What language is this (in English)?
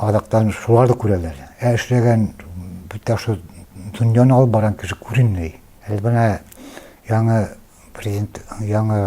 Bashkir